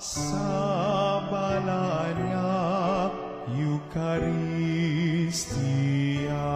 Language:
Hiligaynon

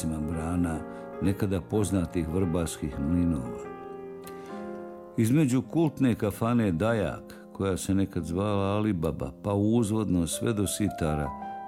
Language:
Bosnian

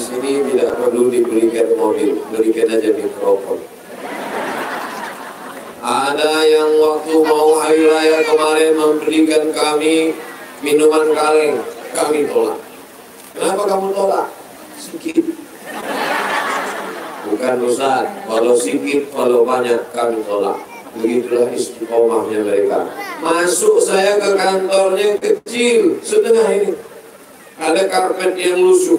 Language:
Indonesian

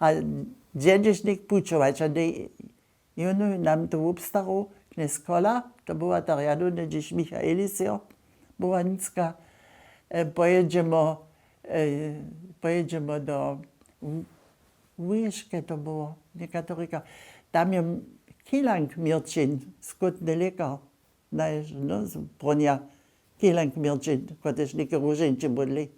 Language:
Upper Sorbian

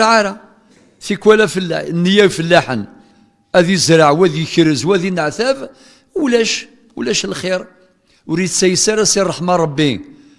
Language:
Kabyle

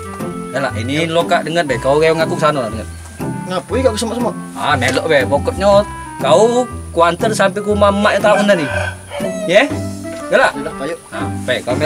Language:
Musi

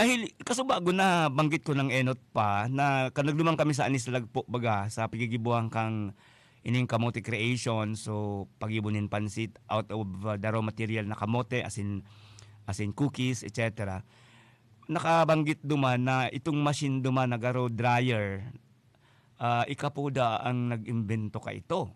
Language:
Bikol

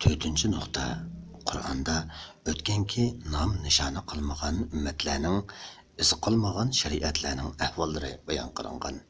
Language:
Uyghur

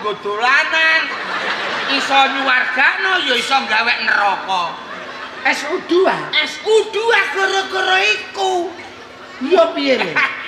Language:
Javanese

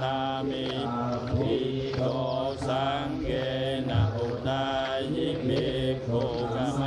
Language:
Pali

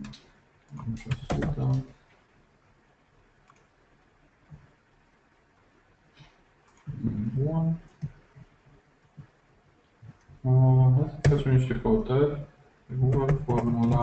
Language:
Romanian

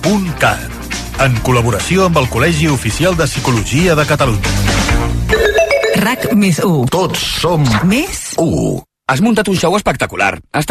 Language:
Catalan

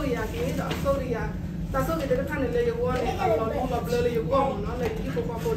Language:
S'gaw Karen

